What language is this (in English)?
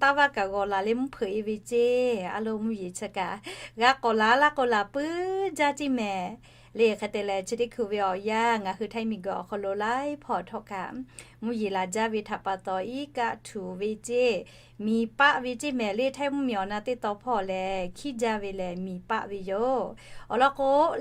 Lahu